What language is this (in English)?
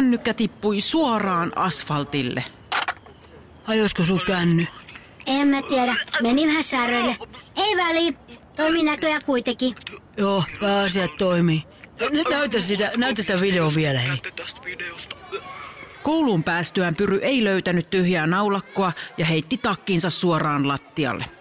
Finnish